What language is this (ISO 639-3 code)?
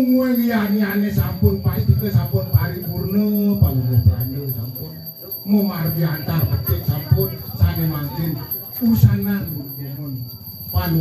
ban